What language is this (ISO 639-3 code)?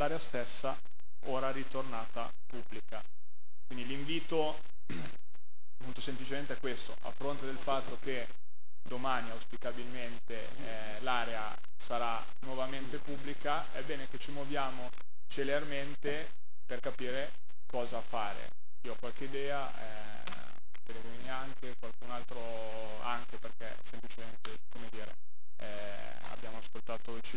ita